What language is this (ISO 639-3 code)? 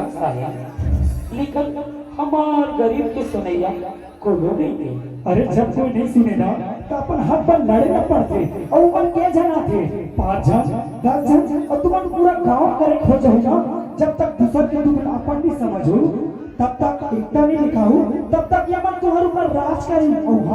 hne